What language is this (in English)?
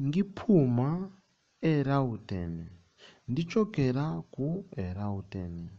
Nyanja